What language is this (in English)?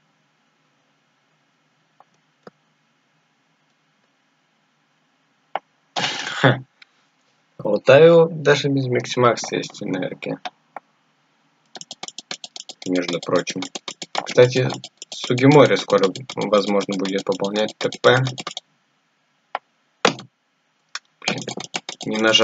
Russian